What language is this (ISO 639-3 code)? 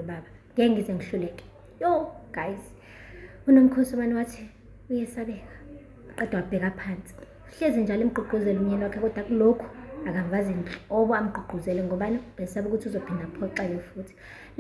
zul